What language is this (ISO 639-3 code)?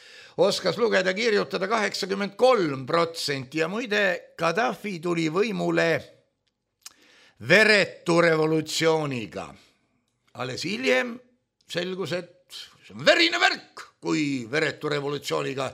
est